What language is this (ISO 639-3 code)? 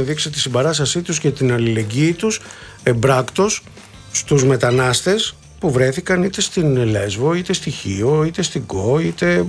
ell